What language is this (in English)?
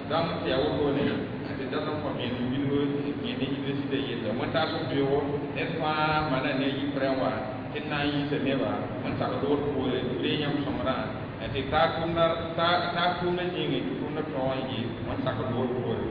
Mossi